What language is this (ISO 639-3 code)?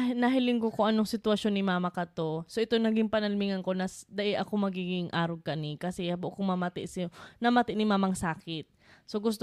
bik